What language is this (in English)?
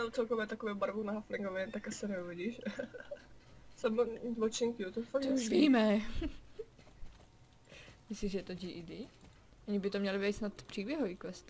Czech